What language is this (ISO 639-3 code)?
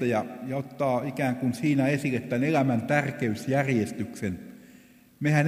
fin